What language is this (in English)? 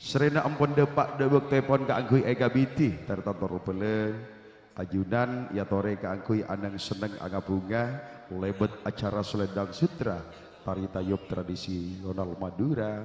Madurese